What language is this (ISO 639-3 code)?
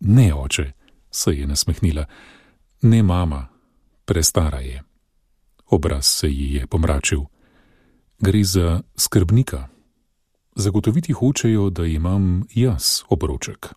slv